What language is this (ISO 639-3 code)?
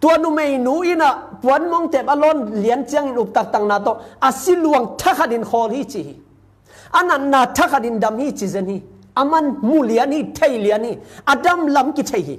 ctd